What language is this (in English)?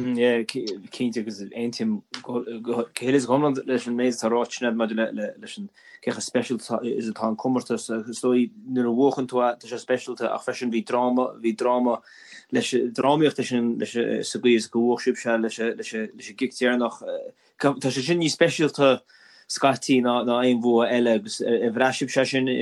Irish